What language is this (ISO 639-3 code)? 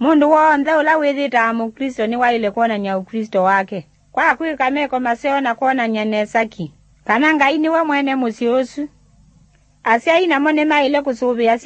kam